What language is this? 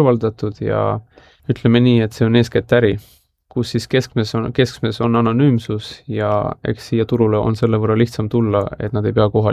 Estonian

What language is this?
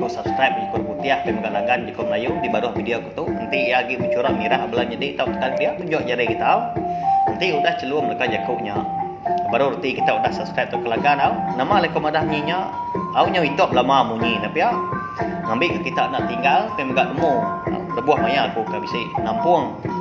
Iban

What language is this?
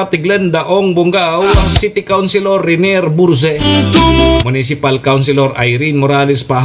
Bikol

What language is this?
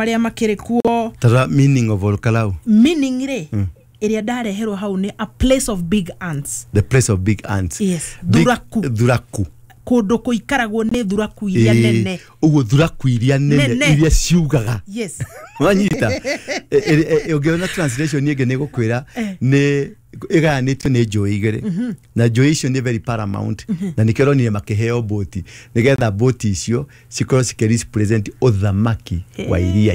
Kikuyu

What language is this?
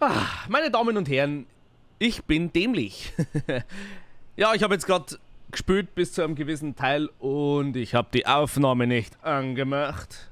Bavarian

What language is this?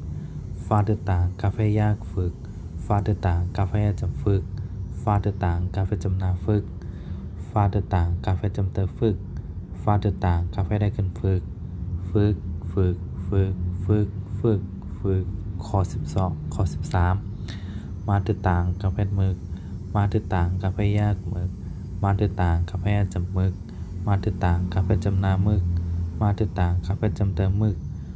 Shan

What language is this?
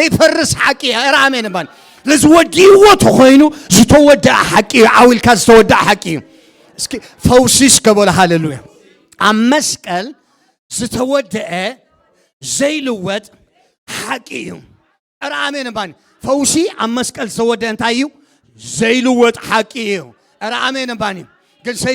Tigrinya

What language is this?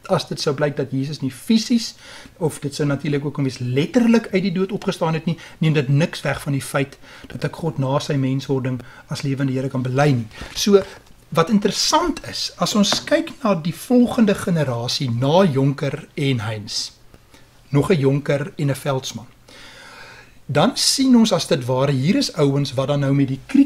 Afrikaans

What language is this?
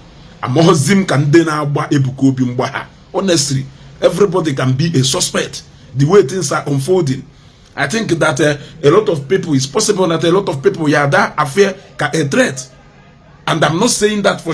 Igbo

